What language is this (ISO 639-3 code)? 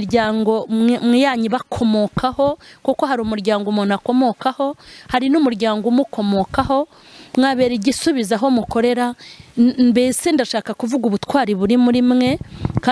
kin